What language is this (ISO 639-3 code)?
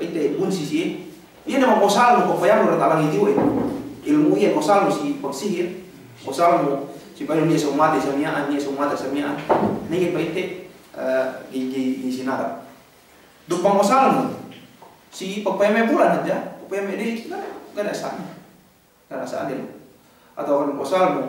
yka